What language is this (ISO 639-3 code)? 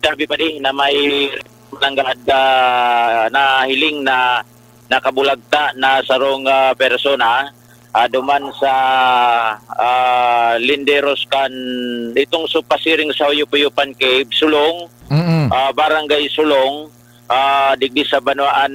bik